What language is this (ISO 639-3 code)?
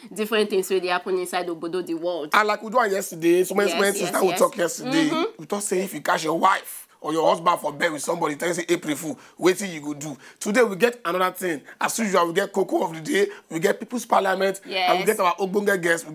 pcm